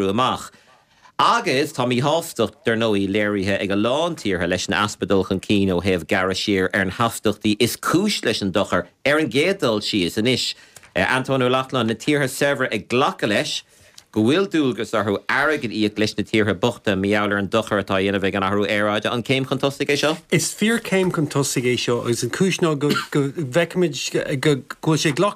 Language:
Irish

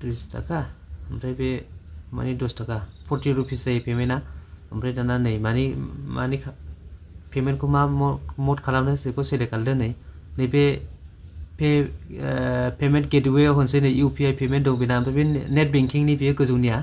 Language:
Bodo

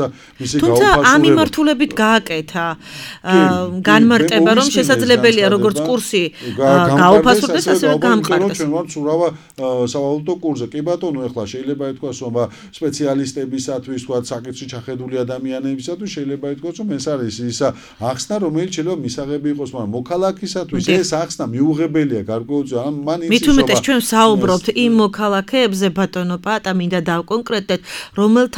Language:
Georgian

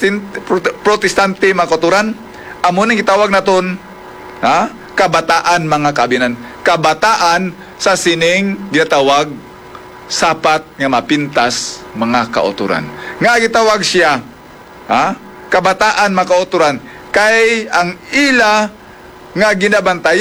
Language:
Hiligaynon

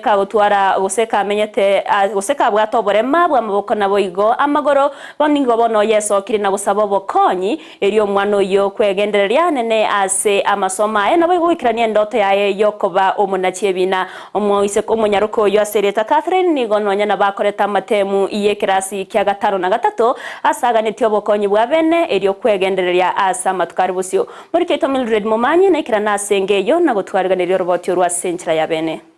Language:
Gusii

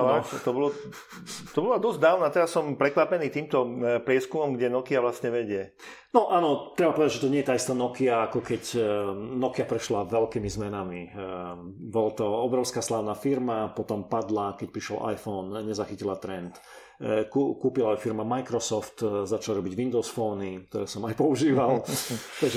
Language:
Slovak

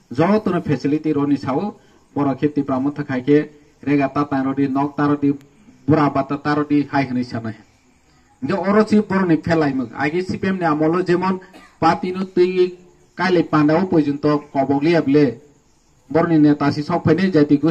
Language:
Kok Borok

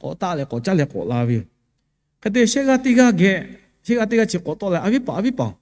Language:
Lahu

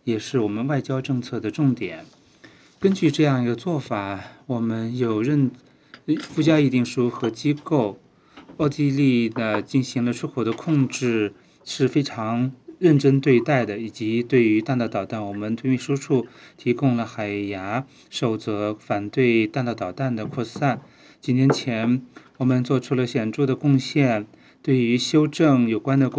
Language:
Chinese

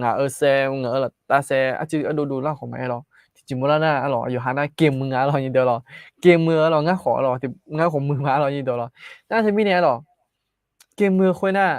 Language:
Akha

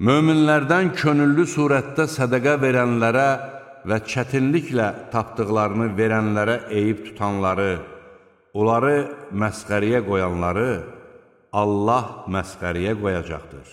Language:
Azerbaijani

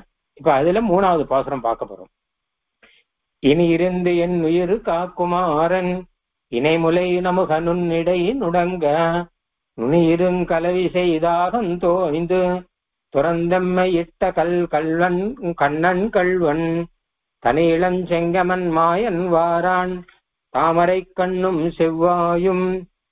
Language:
Tamil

